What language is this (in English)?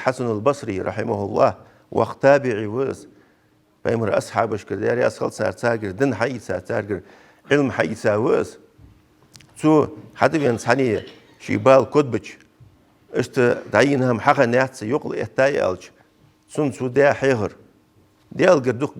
Ingush